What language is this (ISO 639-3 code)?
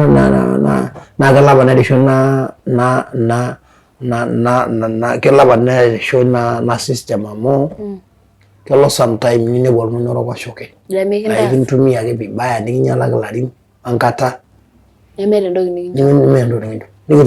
mas